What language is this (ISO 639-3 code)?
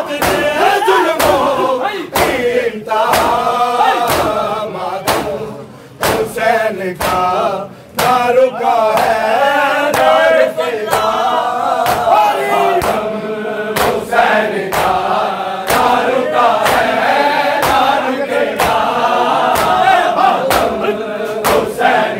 hin